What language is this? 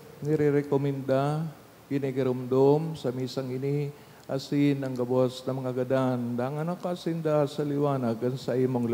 Bikol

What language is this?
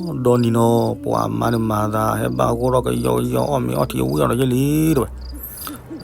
S'gaw Karen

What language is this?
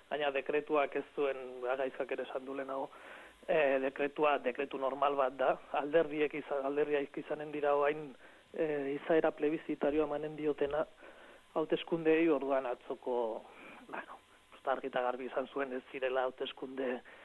Basque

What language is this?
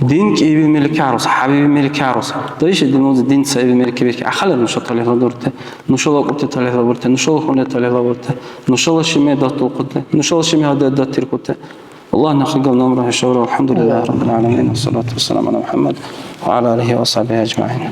Dargwa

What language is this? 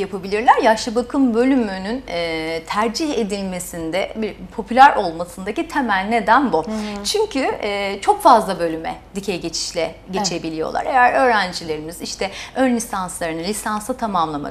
Turkish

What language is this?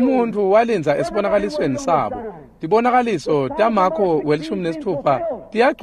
Swati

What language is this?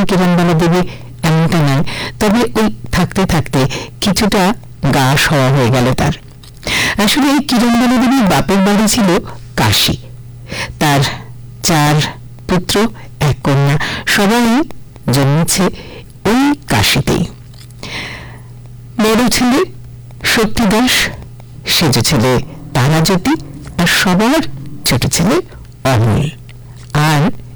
Bangla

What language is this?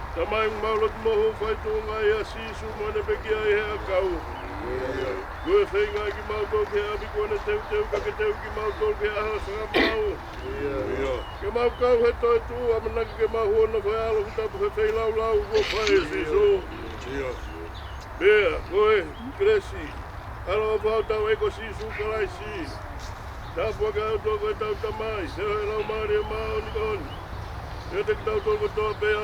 Tongan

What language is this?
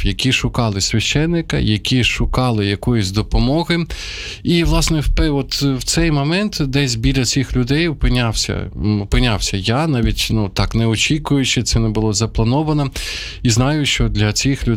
Ukrainian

